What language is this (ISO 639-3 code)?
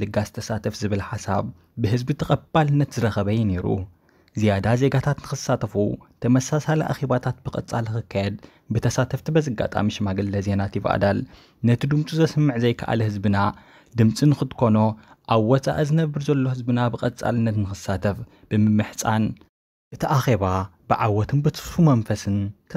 tir